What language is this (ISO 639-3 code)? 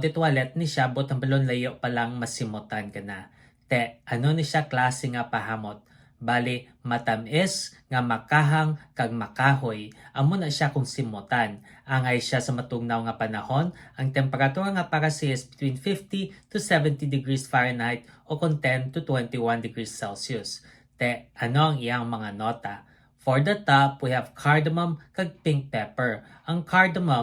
hil